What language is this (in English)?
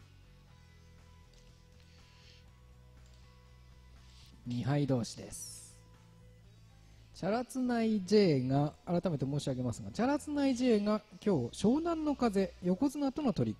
Japanese